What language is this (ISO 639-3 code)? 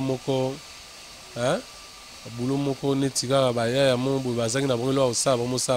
lin